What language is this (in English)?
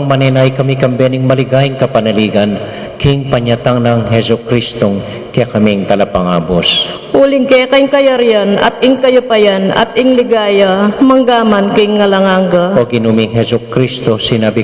Pampanga